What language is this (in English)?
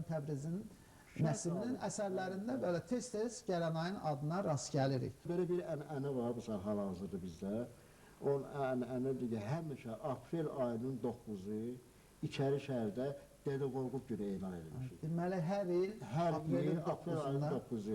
Azerbaijani